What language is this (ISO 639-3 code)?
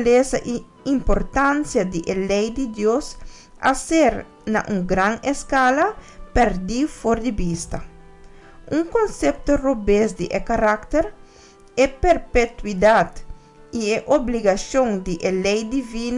pap